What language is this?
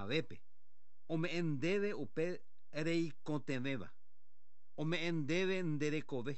Guarani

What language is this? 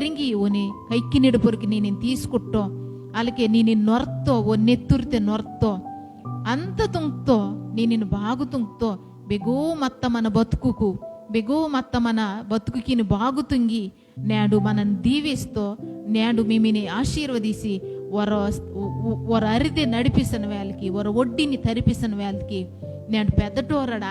Koya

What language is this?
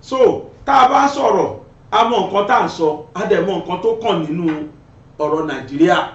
Yoruba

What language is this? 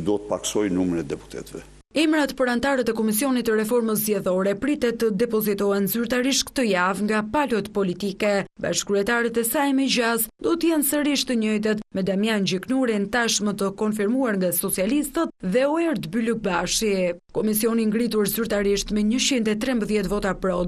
Albanian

